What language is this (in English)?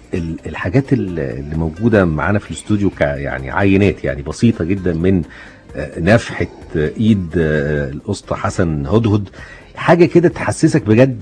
Egyptian Arabic